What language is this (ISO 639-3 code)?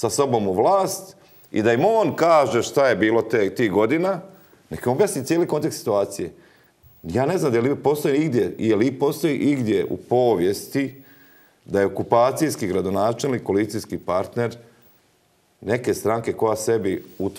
hrv